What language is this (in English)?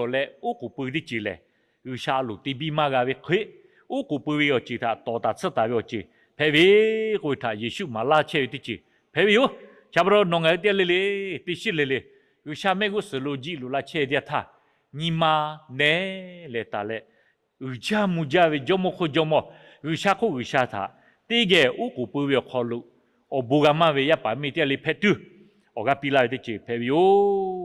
Lahu